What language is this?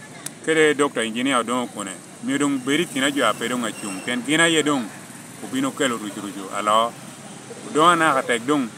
Lango (Uganda)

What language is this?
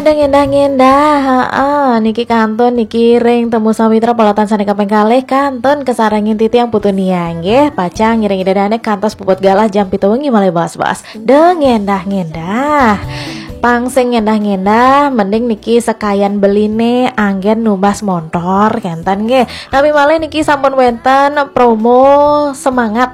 Balinese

